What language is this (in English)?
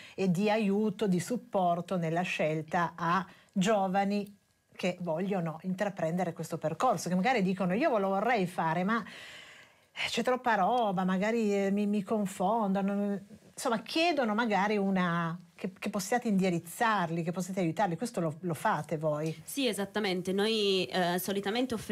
Italian